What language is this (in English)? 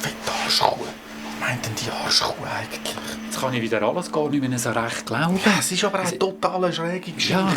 Swiss German